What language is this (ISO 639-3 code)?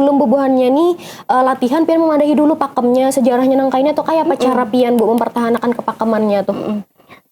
bjn